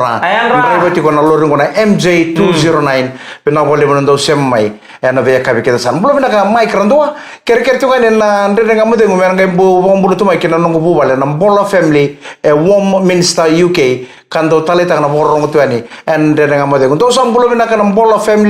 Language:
Fijian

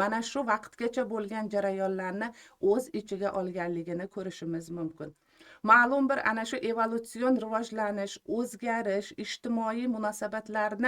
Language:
Uzbek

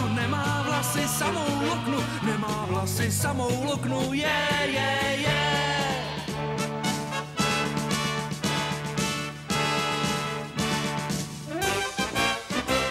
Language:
Czech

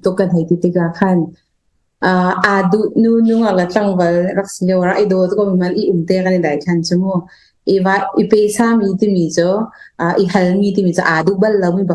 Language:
Hakha Chin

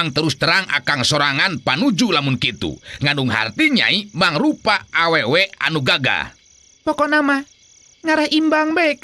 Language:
Sundanese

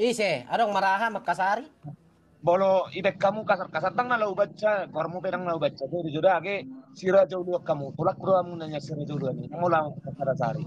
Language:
Batak Toba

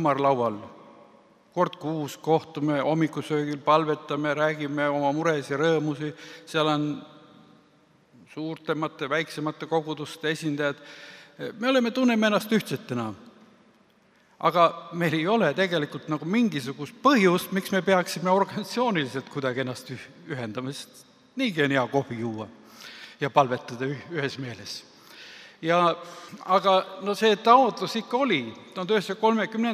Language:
Estonian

